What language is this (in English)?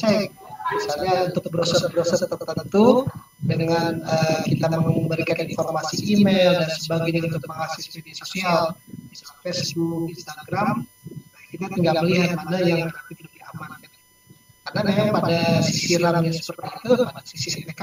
Indonesian